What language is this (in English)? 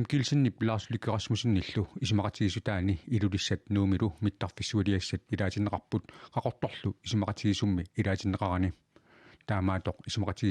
Kalaallisut